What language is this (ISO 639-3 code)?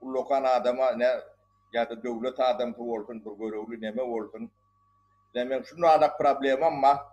tuk